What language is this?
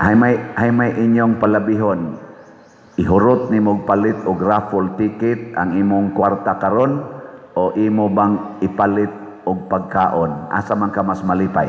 Cebuano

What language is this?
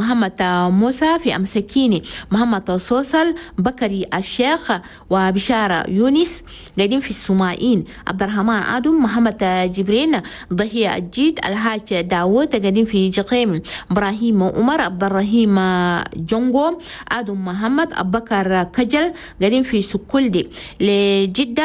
Chadian Arabic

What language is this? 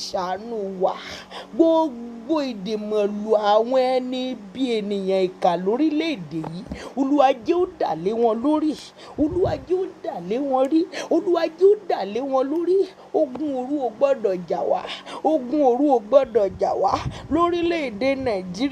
Yoruba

